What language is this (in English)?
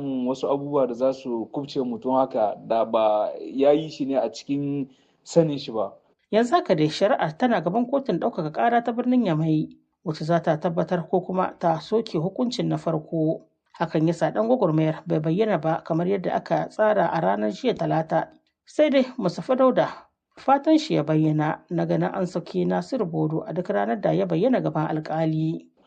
Hausa